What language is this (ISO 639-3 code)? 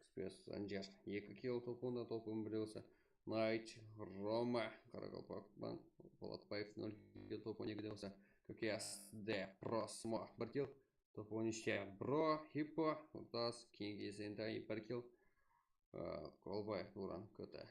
kaa